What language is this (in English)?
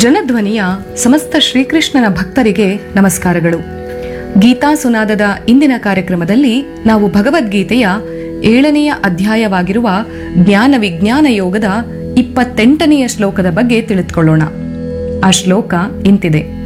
Kannada